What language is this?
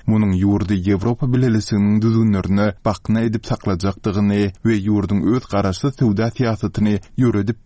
Turkmen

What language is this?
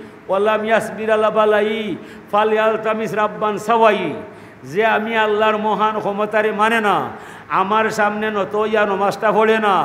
Sylheti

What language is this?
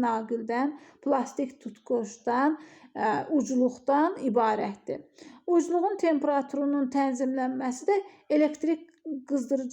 Azerbaijani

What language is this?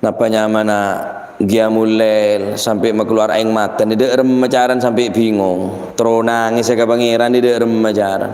Madurese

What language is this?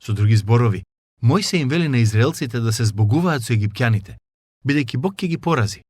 Macedonian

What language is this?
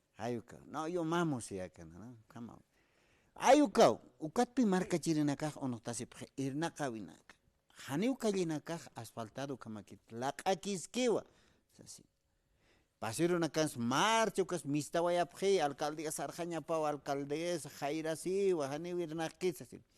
Aymara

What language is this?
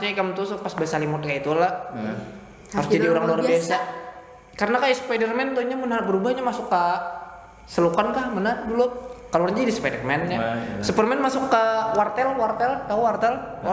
Banjar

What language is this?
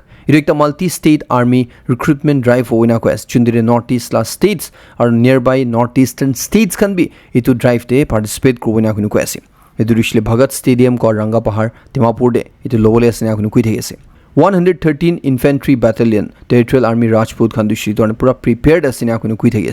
Naga Pidgin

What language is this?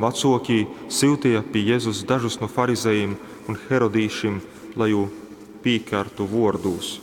Latgalian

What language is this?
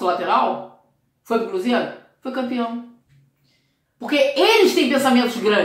Portuguese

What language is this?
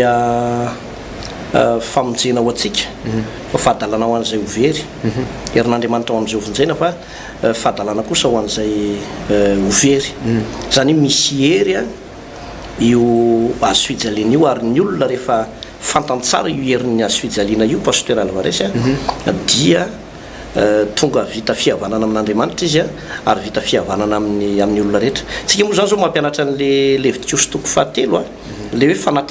Malagasy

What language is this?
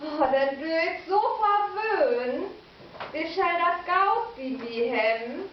Low German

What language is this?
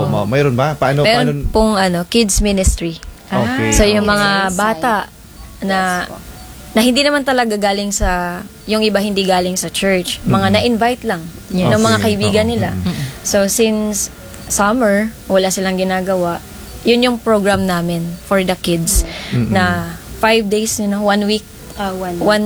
Filipino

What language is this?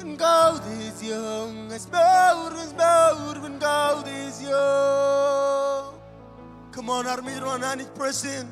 Marshallese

